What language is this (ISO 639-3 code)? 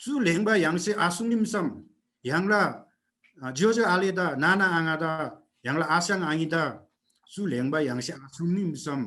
taj